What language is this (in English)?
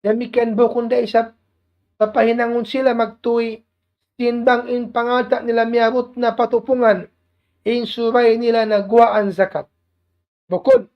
Tausug